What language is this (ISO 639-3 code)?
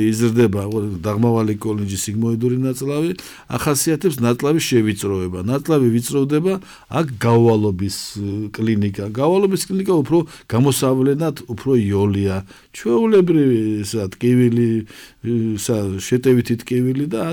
kat